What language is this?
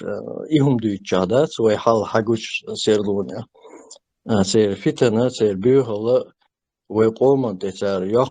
Chechen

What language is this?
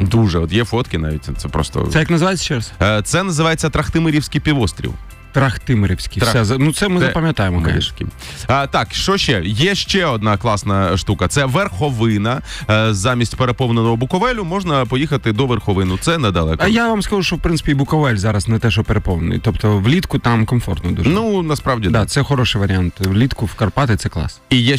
Ukrainian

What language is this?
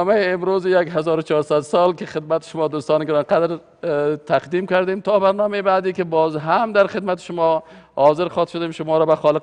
Persian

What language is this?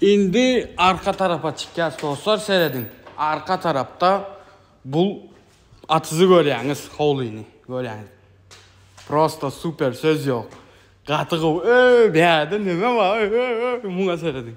Turkmen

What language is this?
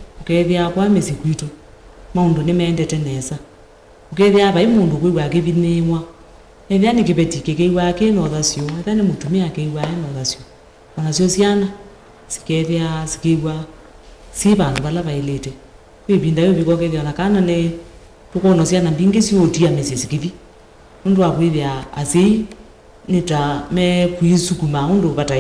Kamba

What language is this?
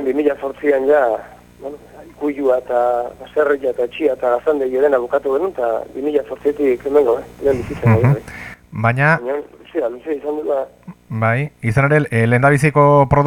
Basque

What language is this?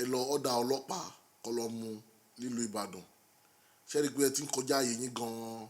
Yoruba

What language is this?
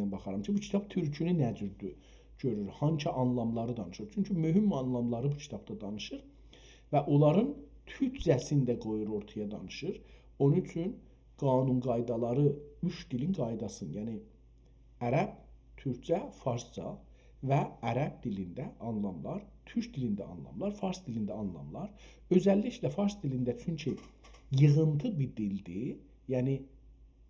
South Azerbaijani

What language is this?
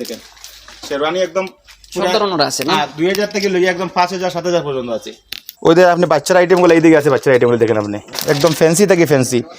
Sylheti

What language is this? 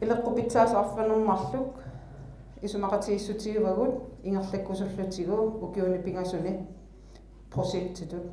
Kalaallisut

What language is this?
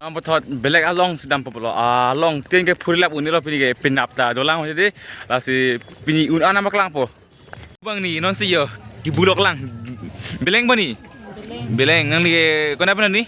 Karbi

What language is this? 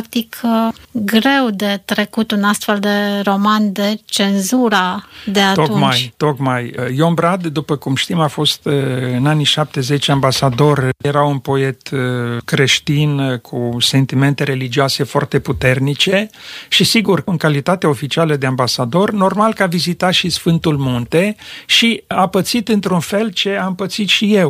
Romanian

